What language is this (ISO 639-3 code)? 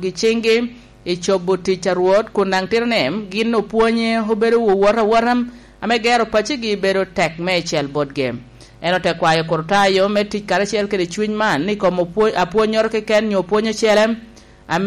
laj